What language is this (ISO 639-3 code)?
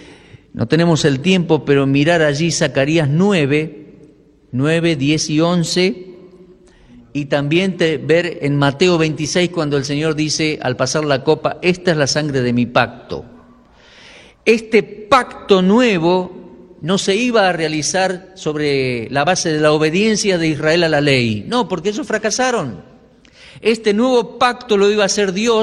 spa